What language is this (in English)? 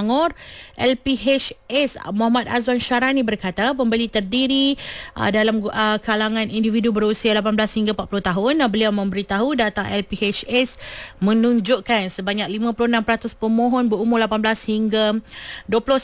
Malay